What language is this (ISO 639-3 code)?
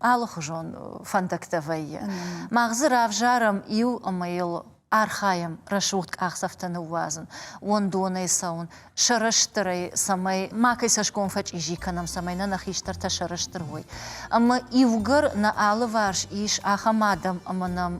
oss